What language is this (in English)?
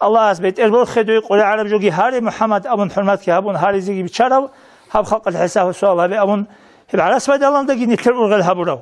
Avaric